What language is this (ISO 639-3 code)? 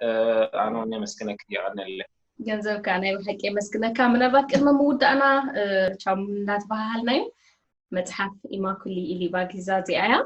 tir